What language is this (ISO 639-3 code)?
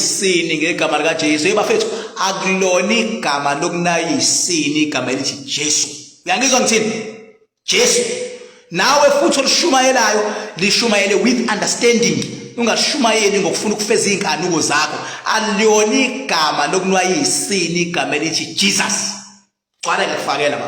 zul